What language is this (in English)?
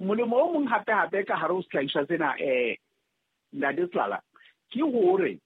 Southern Sotho